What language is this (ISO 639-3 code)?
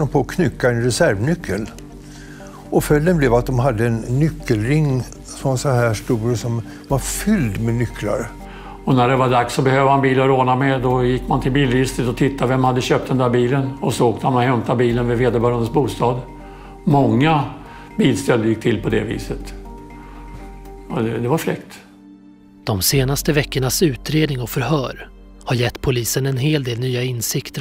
swe